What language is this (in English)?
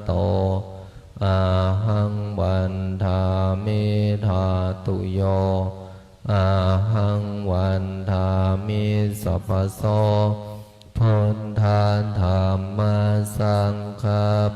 Pali